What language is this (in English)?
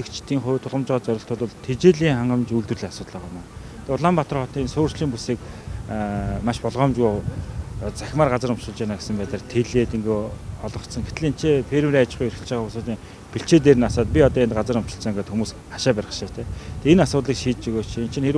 Mongolian